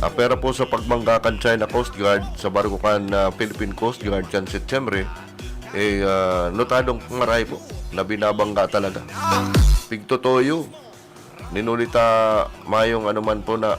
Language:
Bikol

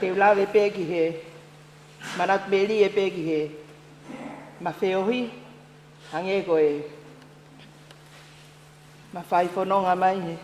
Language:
Tongan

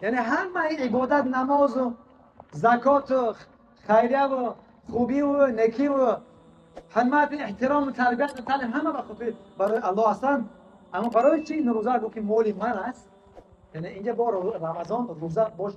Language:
Tajik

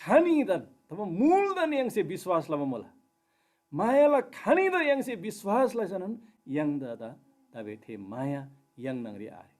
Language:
Eastern Tamang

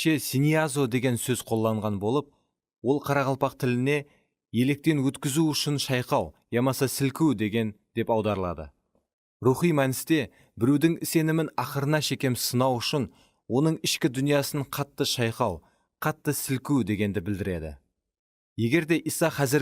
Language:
Kara-Kalpak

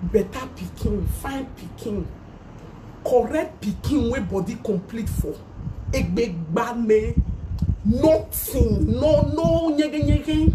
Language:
Nigerian Pidgin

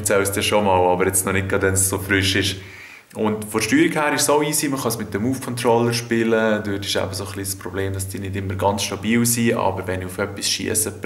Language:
Swiss German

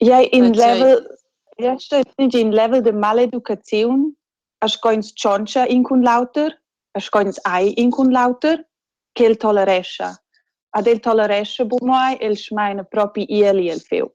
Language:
Romansh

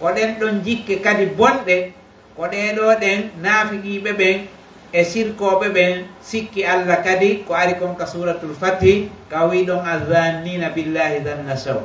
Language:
Pular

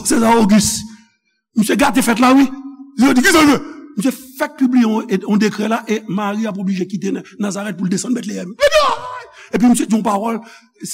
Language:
Haitian Creole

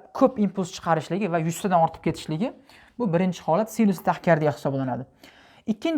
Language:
Uzbek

